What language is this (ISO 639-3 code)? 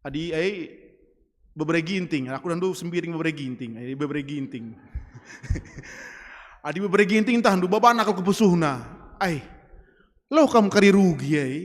btx